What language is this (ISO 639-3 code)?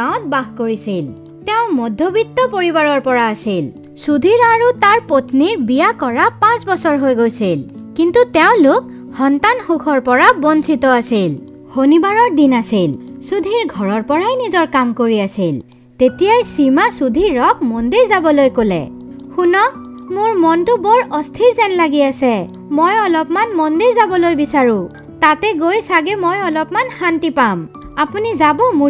asm